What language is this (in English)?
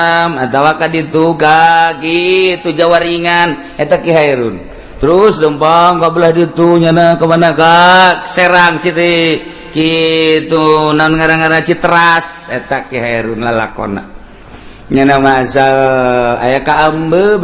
Sundanese